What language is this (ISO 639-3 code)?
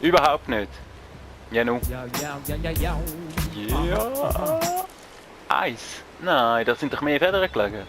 gsw